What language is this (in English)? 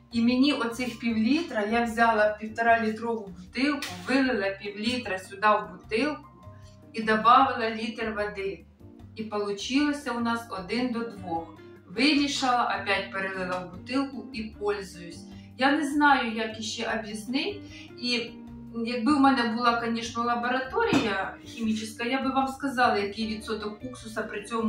Ukrainian